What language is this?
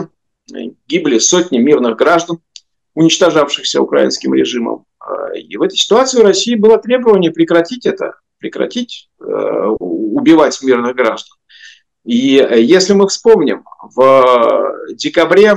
Russian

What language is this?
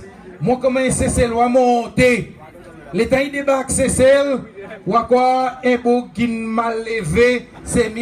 Seselwa Creole French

